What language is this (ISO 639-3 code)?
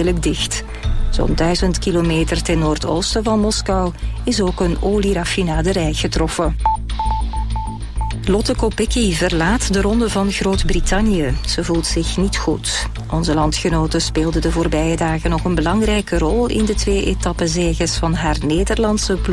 nld